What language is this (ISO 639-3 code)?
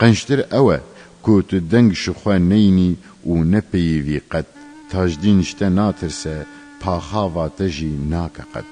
kur